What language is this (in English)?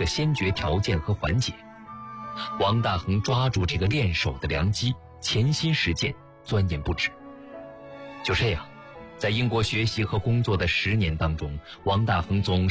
Chinese